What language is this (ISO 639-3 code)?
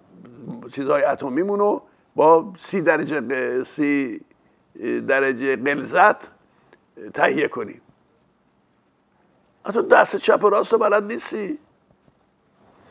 fas